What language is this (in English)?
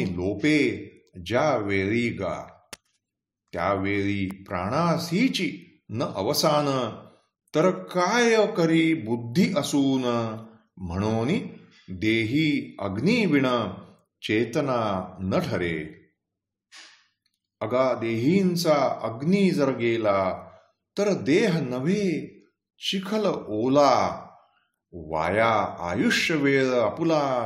Marathi